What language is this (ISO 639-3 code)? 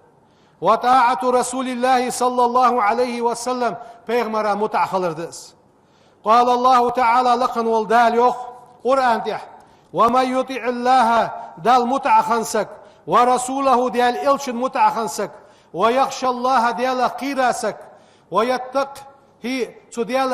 inh